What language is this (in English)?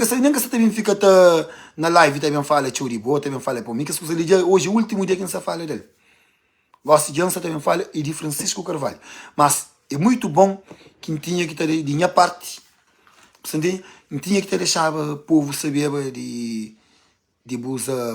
Kabuverdianu